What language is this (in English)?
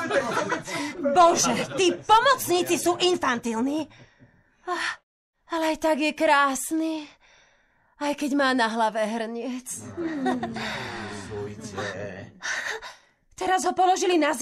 Slovak